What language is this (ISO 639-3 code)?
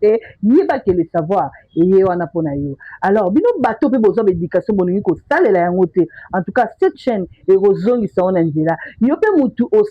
lin